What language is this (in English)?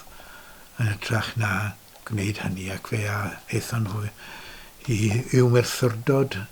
Welsh